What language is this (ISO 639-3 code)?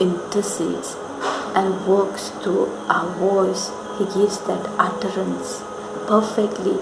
kok